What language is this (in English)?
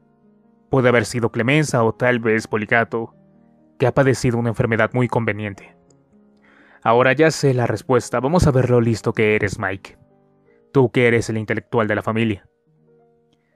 Spanish